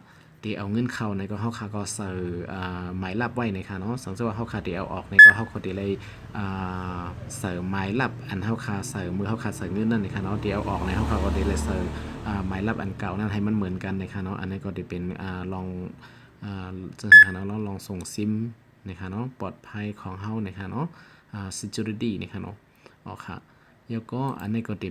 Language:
Shan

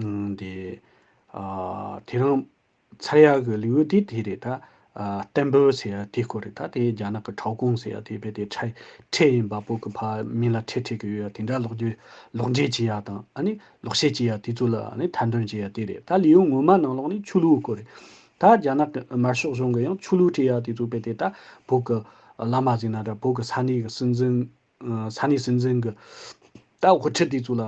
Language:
Tibetan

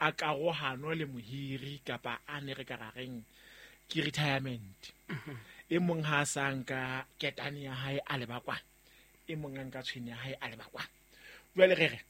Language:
Southern Sotho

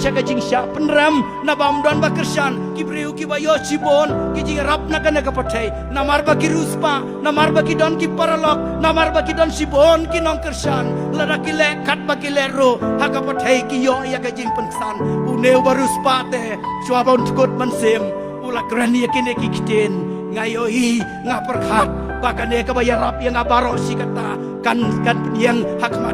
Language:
Khasi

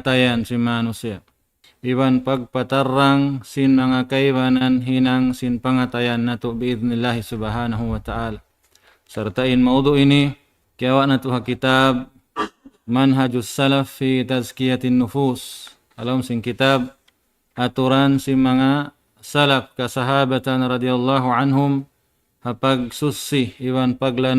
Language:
Tausug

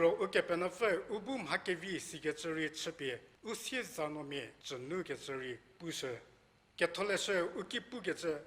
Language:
Angami Naga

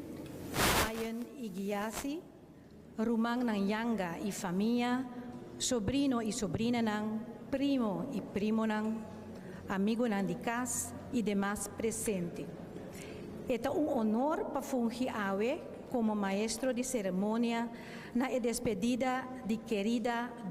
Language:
Papiamento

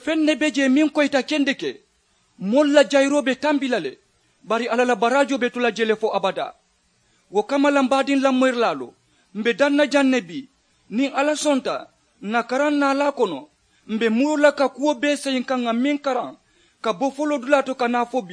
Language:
Mandingo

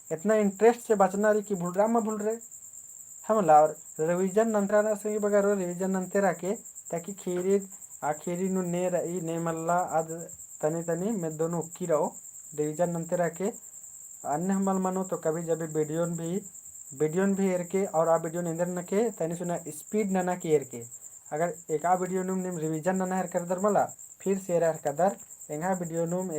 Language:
Kurukh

